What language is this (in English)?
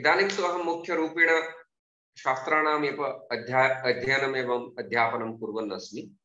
Sanskrit